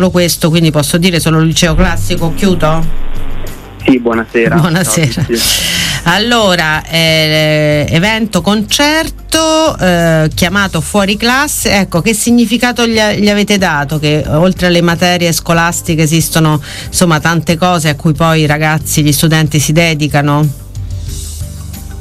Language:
Italian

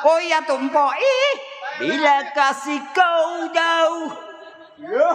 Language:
Betawi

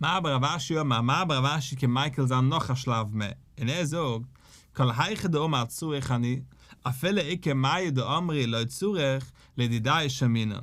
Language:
Yiddish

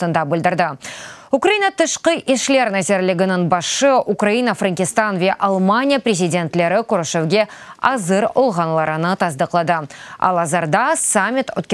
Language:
Crimean Tatar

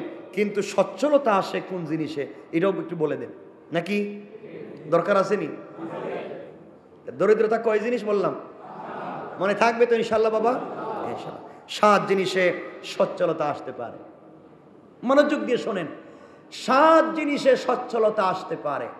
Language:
Bangla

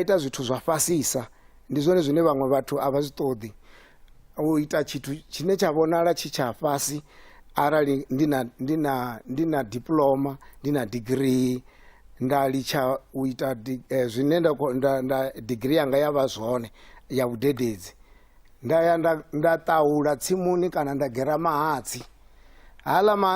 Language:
Venda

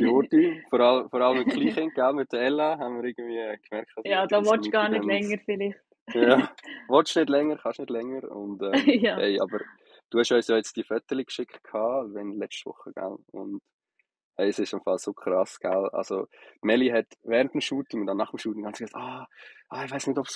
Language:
Swiss German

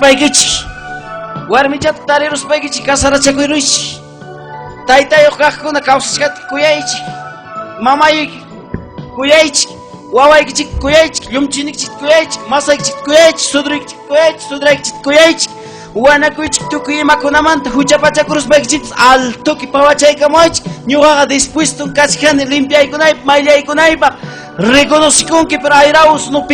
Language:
Ayacucho Quechua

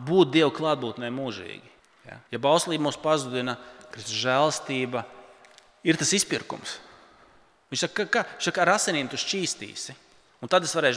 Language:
Latvian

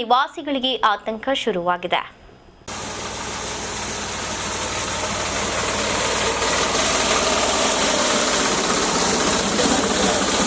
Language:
Kannada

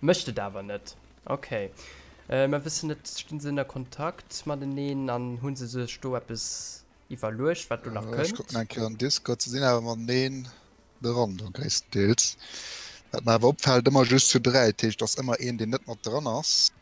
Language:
Luxembourgish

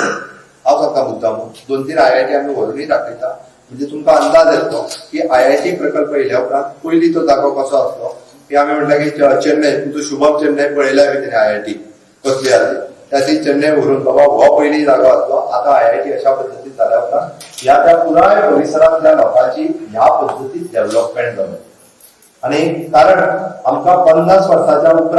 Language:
Konkani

